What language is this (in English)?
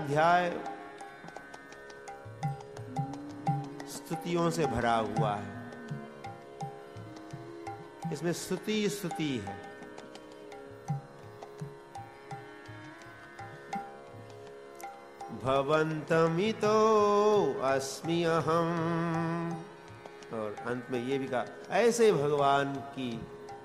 Hindi